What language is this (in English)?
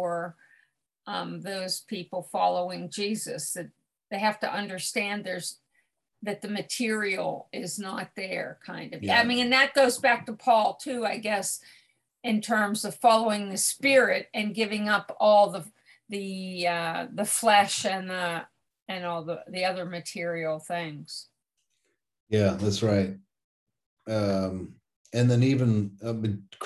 English